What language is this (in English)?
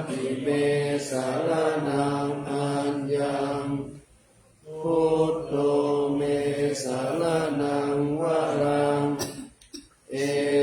Pali